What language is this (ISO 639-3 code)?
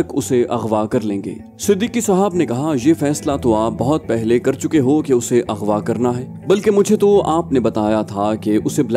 urd